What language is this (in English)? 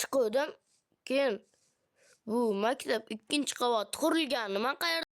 Uzbek